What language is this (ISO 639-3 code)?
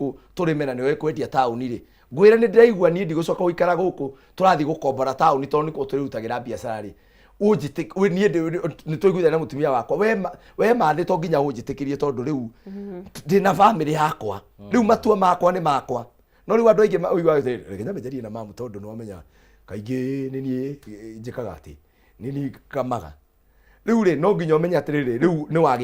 kik